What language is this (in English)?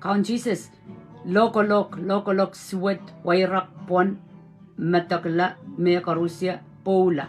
Pohnpeian